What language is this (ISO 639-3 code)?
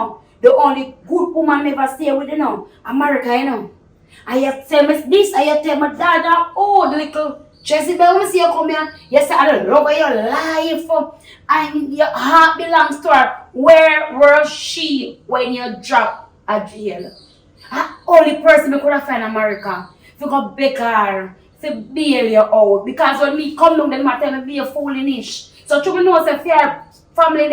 jam